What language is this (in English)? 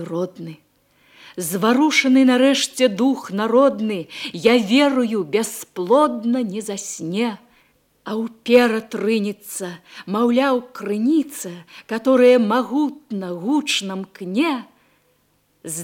Belarusian